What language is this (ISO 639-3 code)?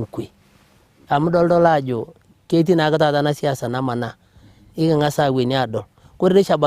mas